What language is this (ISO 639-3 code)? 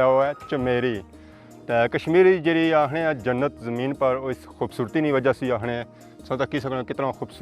phr